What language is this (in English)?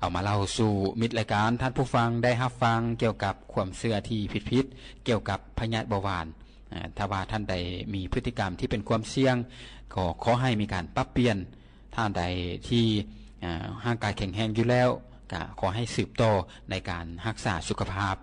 Lao